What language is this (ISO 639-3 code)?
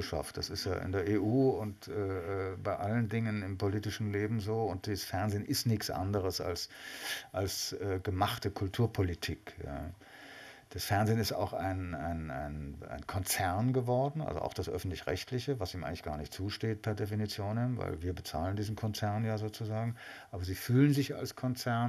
deu